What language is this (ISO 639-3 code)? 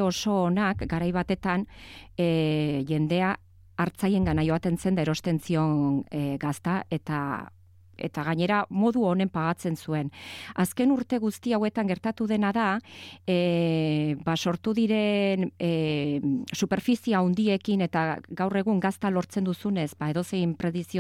eus